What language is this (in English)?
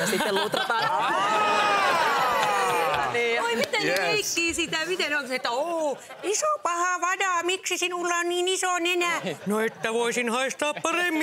Finnish